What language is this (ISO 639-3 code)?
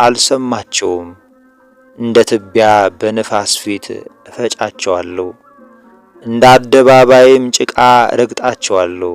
amh